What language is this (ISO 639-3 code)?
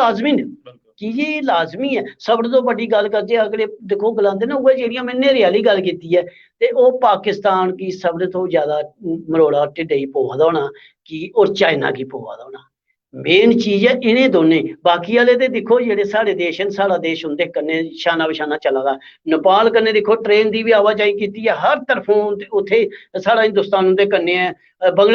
doi